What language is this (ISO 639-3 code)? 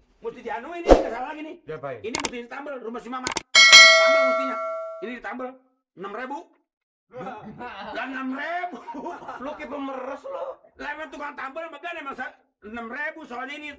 bew